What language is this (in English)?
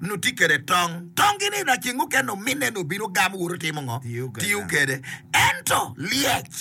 Acoli